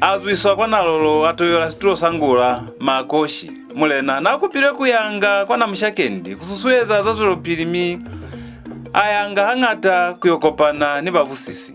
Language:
Lozi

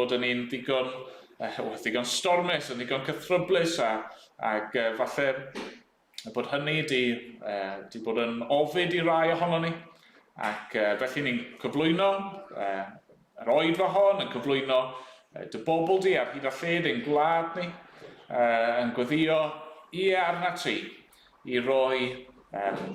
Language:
Welsh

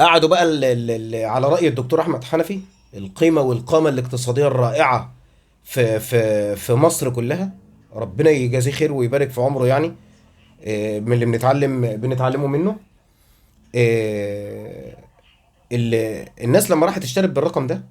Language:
Egyptian Arabic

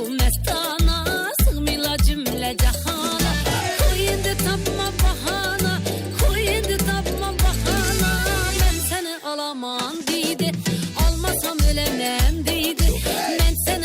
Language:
Kara-Kalpak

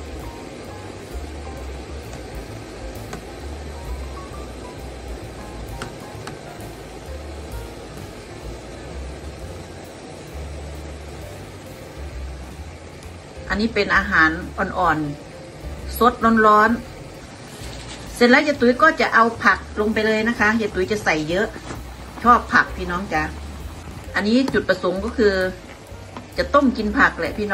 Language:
Thai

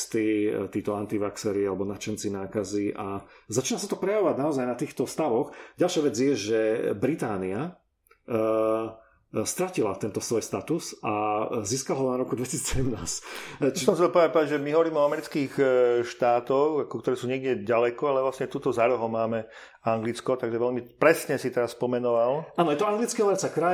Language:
Slovak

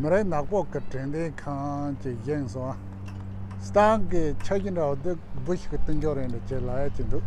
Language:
Tibetan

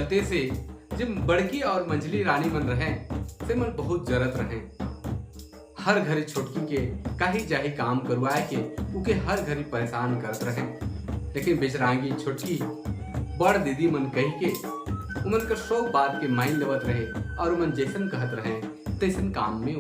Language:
Sadri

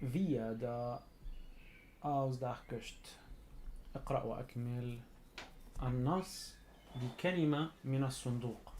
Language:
North Levantine Arabic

